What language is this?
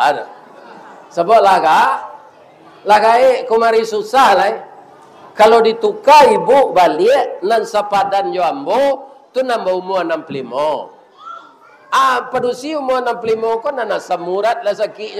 Minangkabau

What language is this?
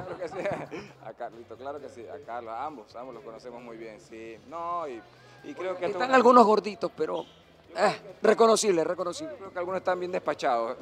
Spanish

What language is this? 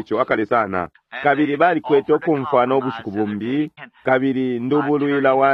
Bemba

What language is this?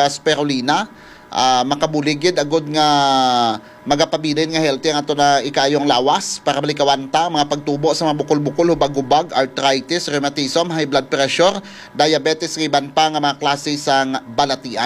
Hiligaynon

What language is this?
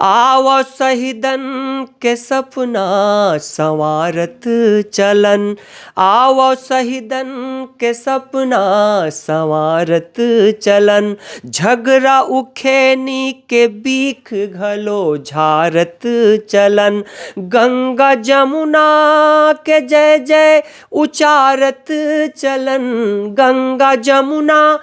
Chhattisgarhi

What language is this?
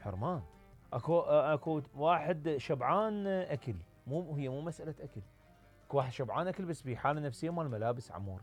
Mesopotamian Arabic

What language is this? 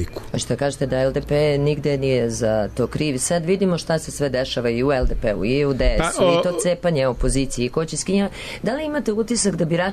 Serbian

